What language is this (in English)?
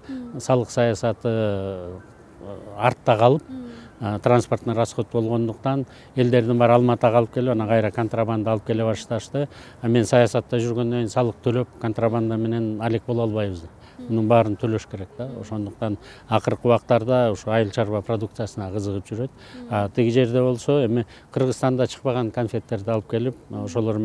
Kyrgyz